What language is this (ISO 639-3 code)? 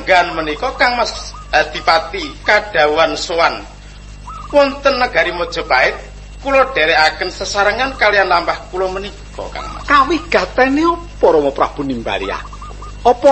jav